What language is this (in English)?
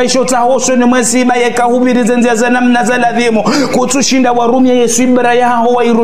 Ngazidja Comorian